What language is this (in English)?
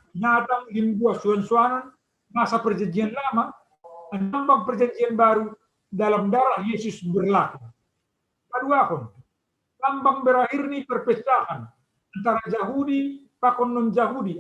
Batak Simalungun